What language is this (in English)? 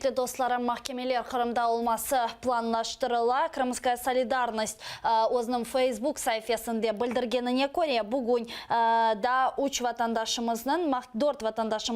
Crimean Tatar